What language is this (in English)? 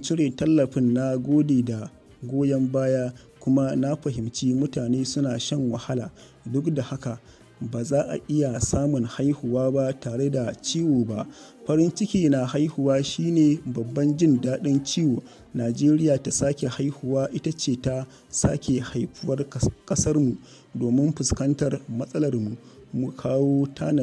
Hausa